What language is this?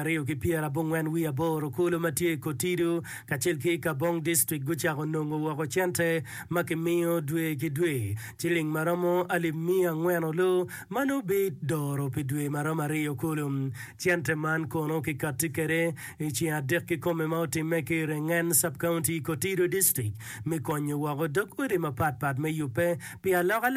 Acoli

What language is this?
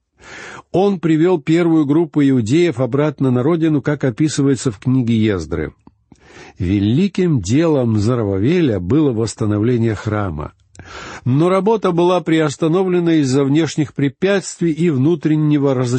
Russian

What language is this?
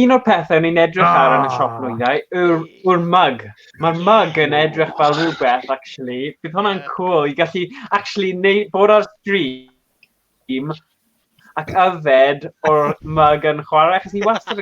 Welsh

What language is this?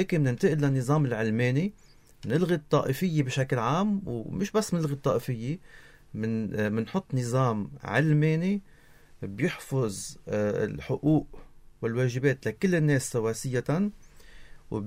North Levantine Arabic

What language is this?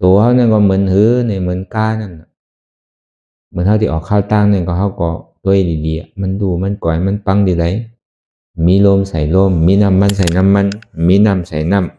Shan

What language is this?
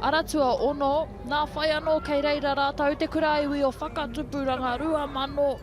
Māori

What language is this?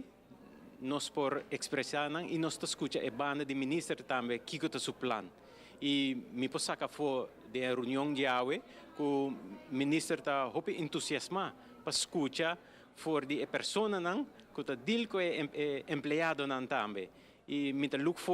Papiamento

